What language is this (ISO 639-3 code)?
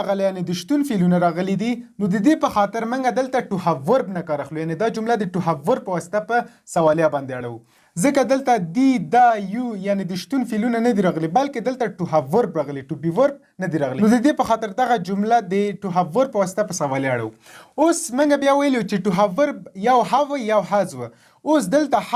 pus